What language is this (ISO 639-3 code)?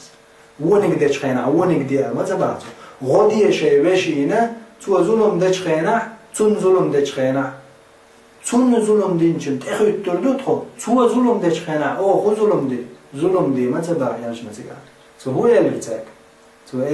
che